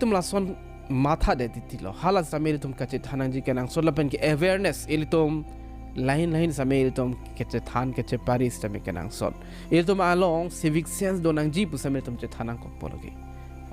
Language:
Karbi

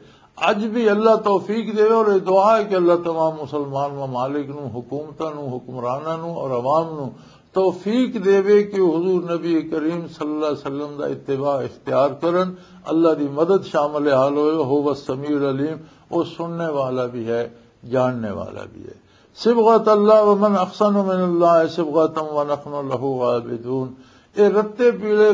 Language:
Western Panjabi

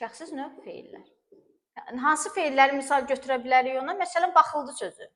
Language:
Azerbaijani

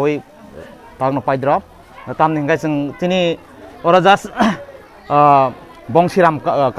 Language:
Kok Borok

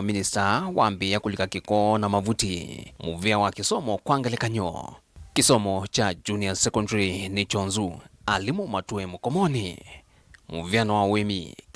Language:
Kamba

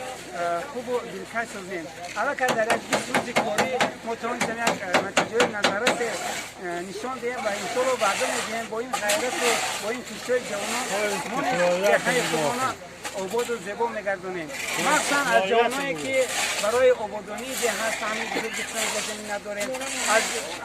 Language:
Tajik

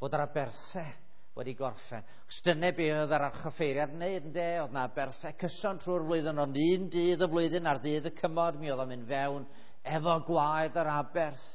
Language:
Welsh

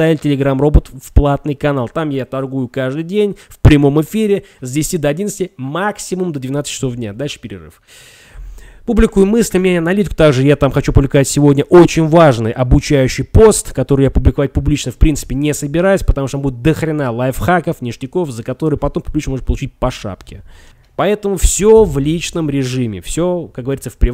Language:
Russian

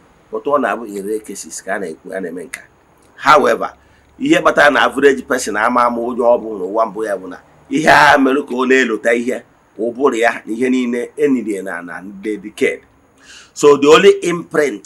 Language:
Igbo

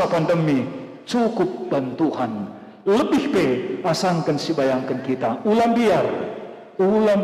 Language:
Batak Karo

